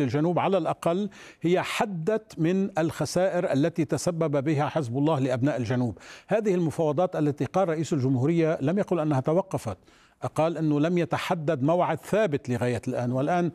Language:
Arabic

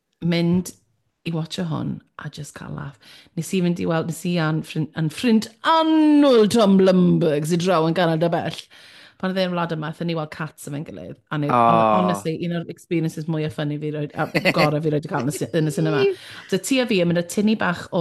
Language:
Welsh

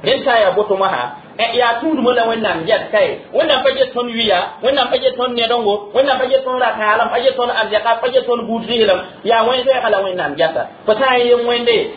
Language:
Mossi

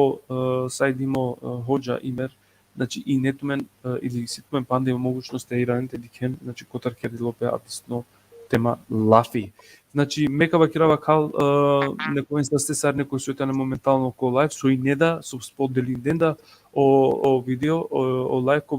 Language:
Balkan Romani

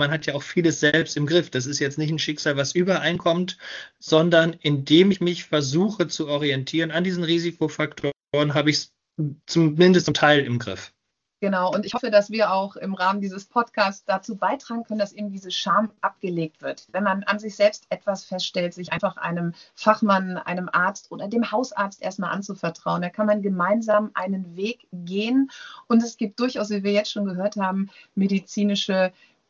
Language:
German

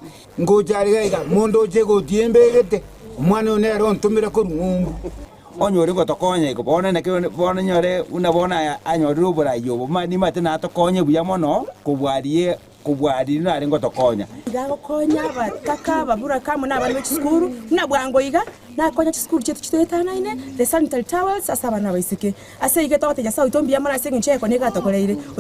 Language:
Gusii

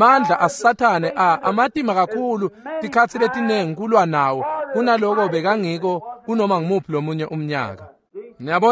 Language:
Swati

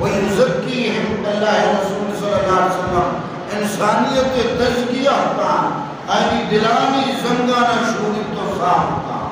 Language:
Eastern Balochi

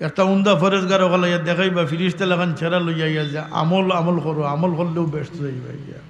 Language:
Sylheti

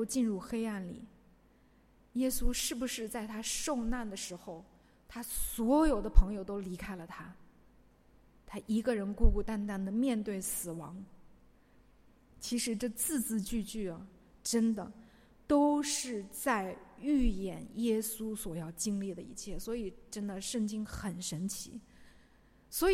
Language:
Chinese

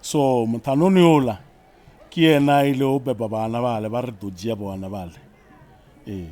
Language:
Northern Sotho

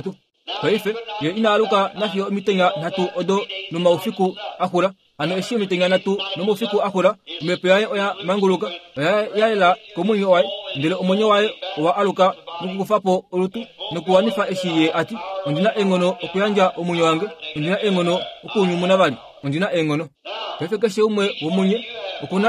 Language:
Kuanyama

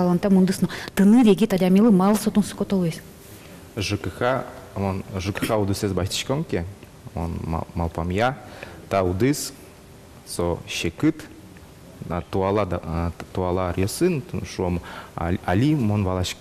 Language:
Udmurt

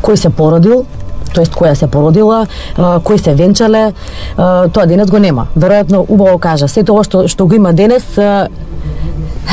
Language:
Macedonian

